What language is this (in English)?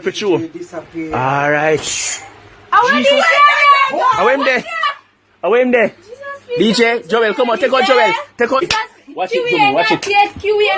Jamaican Creole English